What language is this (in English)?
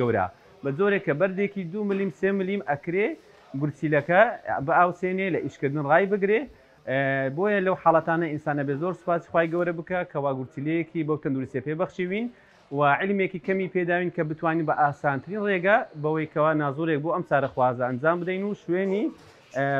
Central Kurdish